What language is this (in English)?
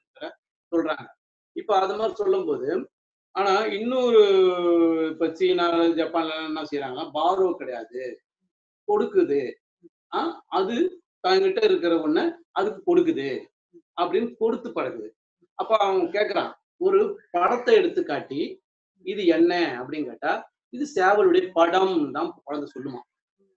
Tamil